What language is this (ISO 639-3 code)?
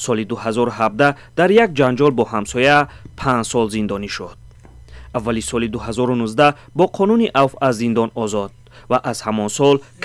tgk